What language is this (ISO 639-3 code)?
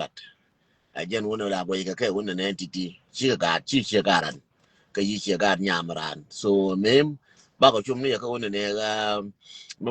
nus